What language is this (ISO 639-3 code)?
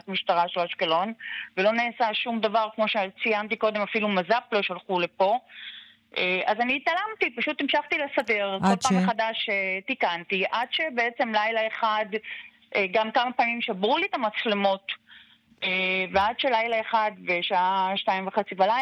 heb